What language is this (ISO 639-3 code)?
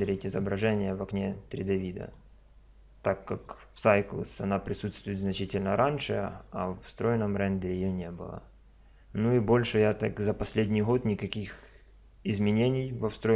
rus